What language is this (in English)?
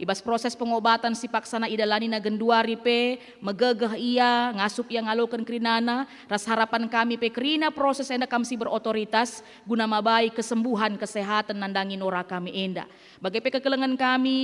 Batak Karo